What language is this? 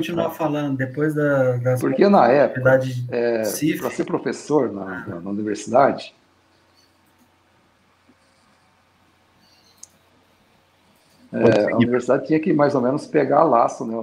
Portuguese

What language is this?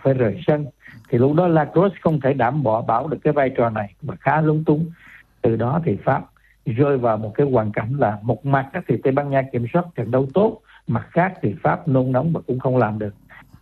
Vietnamese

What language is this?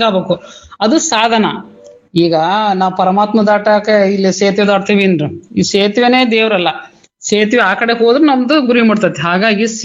Kannada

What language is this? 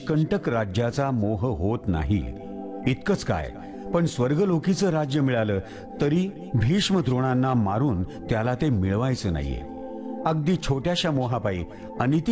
Marathi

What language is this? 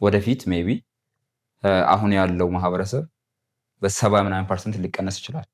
Amharic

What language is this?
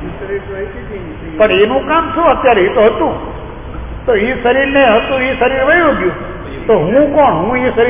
Gujarati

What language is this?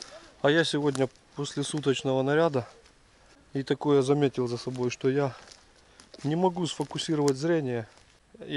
Russian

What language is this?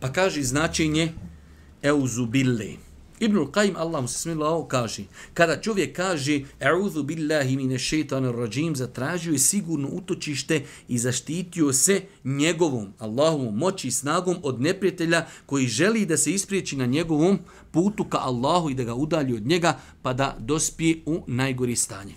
Bosnian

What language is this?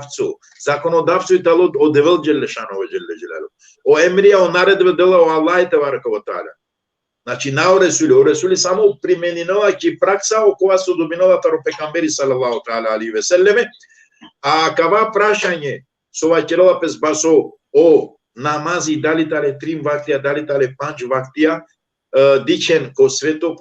Balkan Romani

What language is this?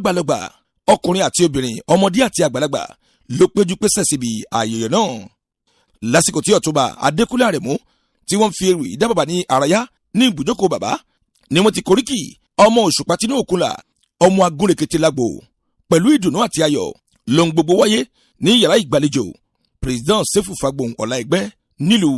Yoruba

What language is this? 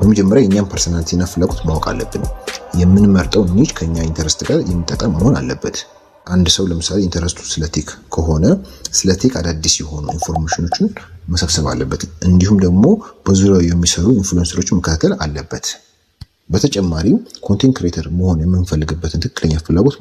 Amharic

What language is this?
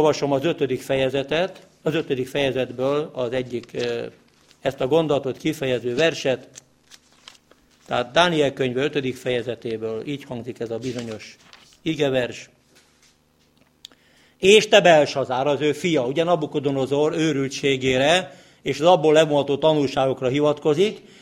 Hungarian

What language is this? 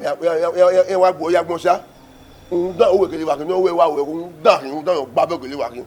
Bini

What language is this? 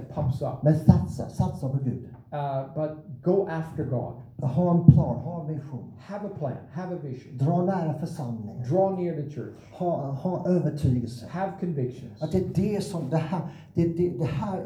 Swedish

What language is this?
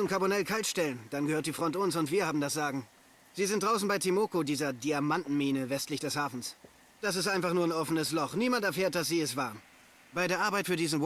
Bavarian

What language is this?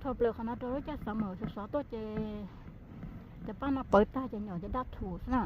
Hmong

